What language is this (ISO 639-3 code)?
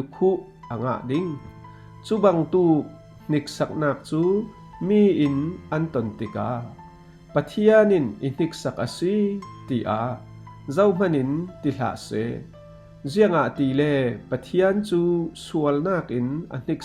cfm